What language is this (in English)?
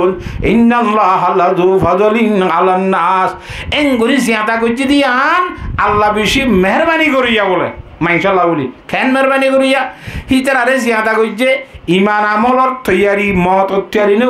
Rohingya